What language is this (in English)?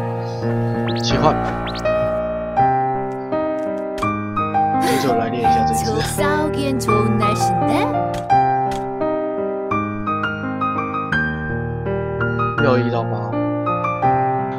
Chinese